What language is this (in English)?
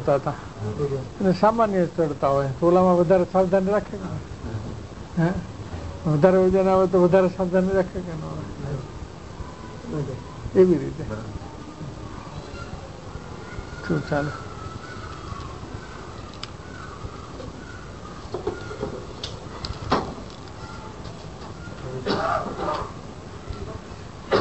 Gujarati